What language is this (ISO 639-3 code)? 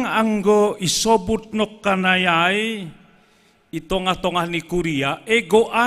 bts